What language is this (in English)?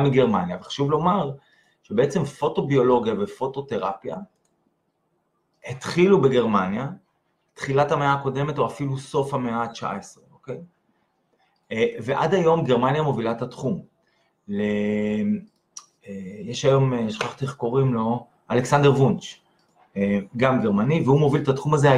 Hebrew